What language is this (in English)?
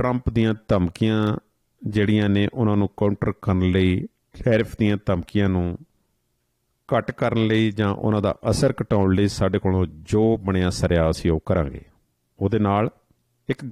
Punjabi